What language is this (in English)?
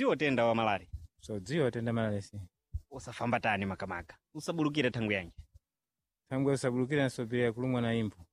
Sena